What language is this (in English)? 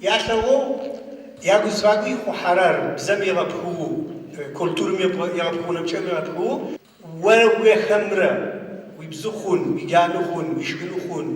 Adyghe